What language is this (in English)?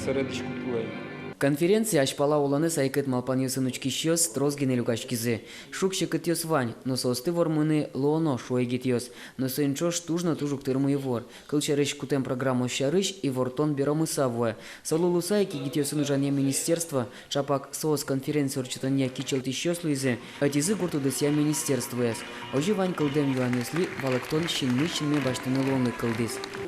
Udmurt